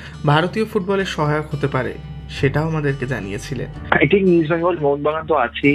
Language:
Bangla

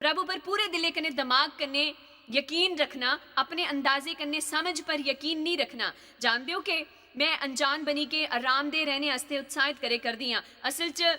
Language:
Dogri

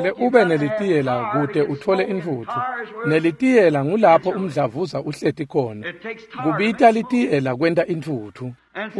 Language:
Swati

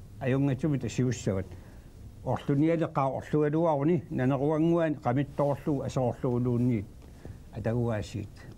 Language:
Kalaallisut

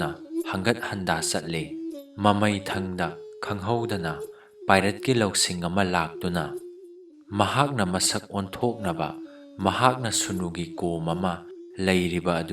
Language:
Manipuri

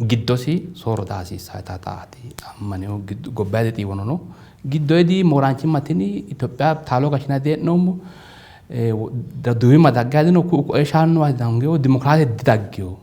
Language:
Sidamo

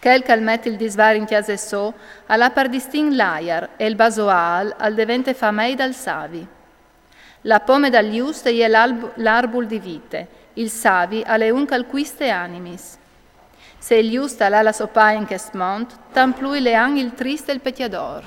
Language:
Friulian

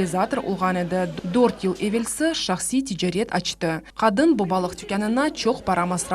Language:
Crimean Tatar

